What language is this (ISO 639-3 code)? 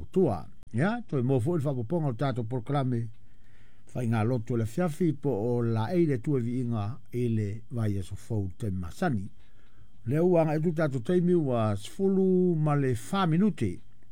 smo